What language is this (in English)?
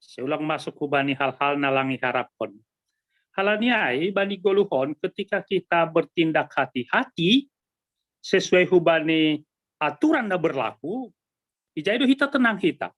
Batak Simalungun